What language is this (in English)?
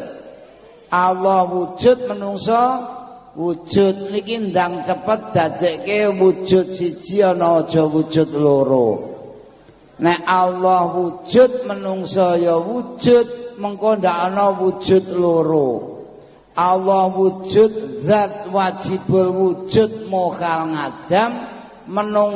Javanese